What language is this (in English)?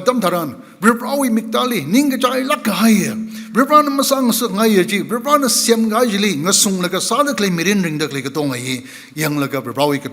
Tangkhul Naga (India)